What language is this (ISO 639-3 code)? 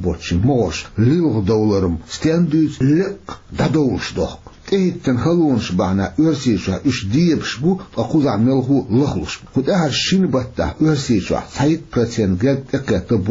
che